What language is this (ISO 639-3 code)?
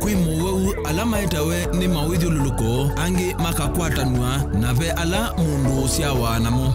kam